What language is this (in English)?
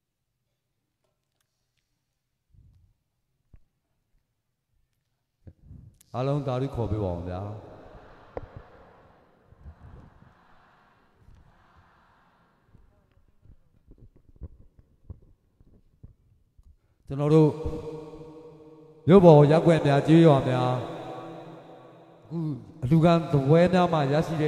Burmese